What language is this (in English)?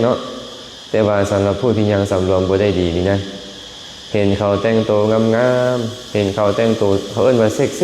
Lao